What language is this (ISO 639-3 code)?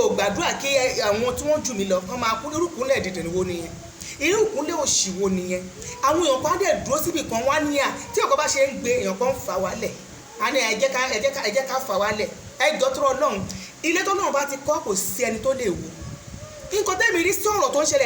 yor